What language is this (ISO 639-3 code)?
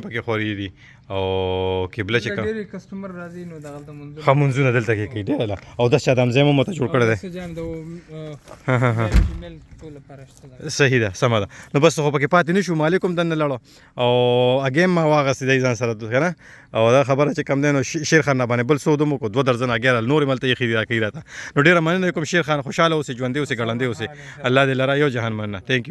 pus